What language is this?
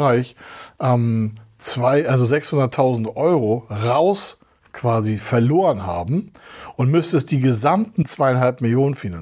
German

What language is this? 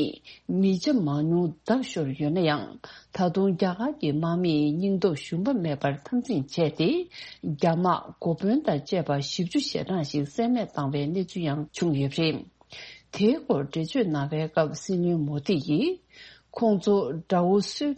Tibetan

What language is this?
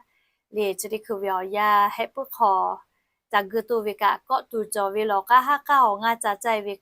Lahu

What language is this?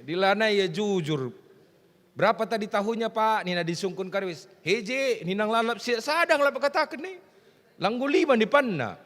Batak Karo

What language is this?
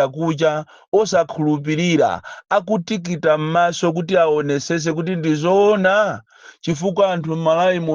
Nyanja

